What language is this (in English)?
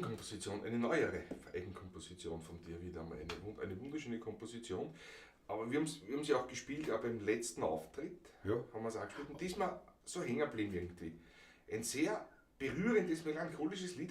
Bavarian